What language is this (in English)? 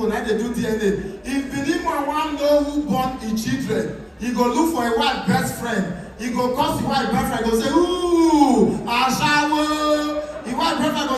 Nigerian Pidgin